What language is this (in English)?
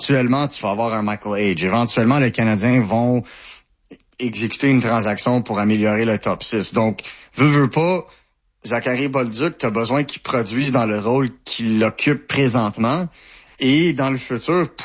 French